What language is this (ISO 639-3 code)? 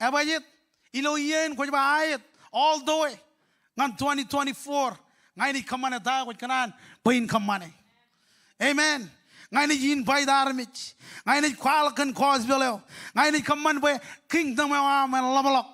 mah